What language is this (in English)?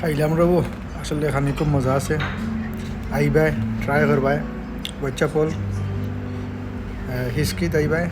Sylheti